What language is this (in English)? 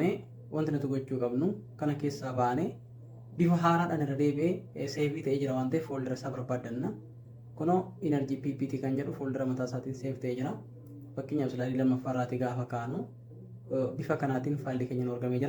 Oromo